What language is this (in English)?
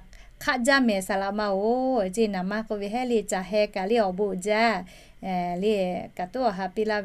Lahu